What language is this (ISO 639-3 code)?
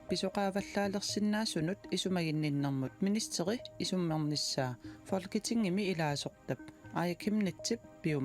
kal